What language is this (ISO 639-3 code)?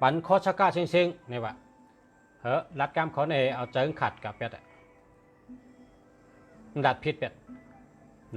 shn